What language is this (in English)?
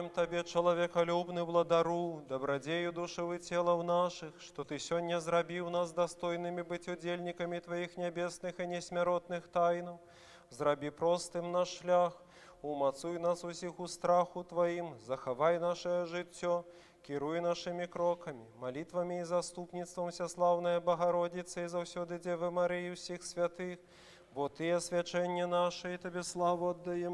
Belarusian